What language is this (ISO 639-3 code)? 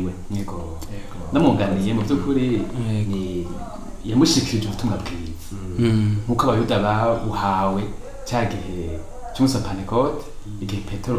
run